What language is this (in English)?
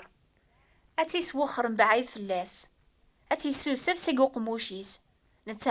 Kabyle